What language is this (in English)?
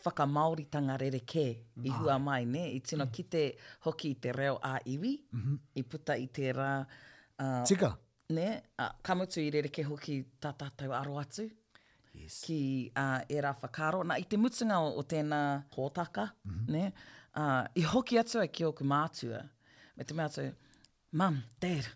Māori